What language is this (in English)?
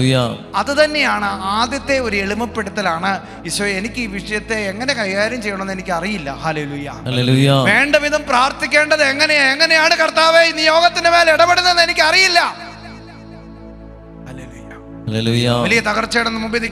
Malayalam